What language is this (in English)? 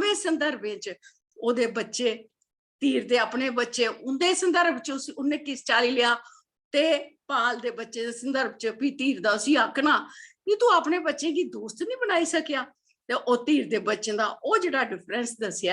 Dogri